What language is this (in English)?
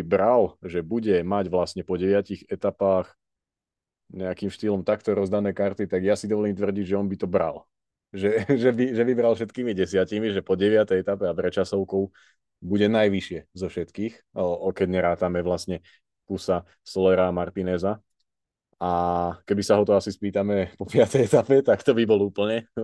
Slovak